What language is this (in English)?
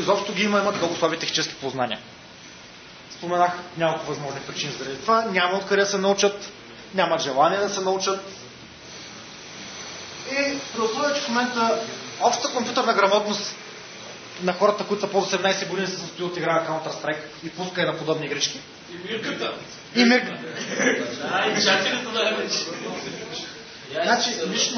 Bulgarian